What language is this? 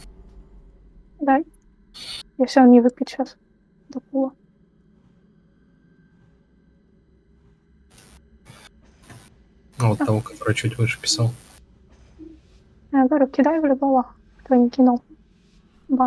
Russian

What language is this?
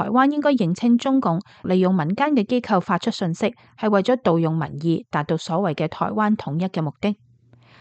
Cantonese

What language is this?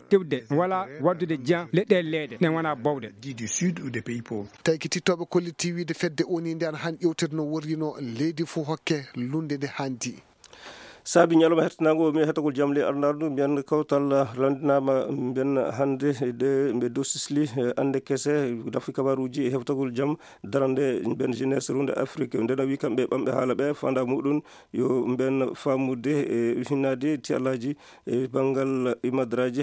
Fula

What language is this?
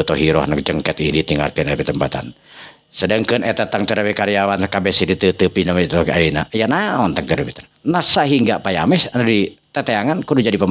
Sundanese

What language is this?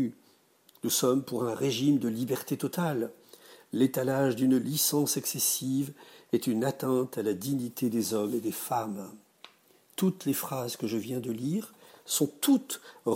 French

